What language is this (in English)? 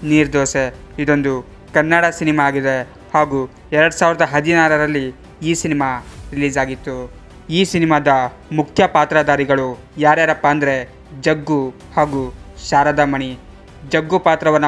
Kannada